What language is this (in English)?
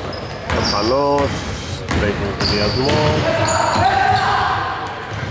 Greek